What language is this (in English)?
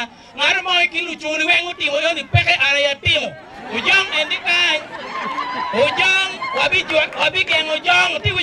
Acoli